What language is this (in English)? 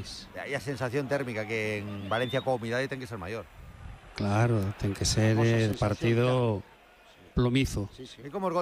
Galician